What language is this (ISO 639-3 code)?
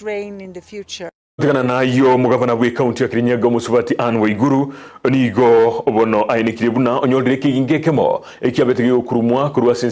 guz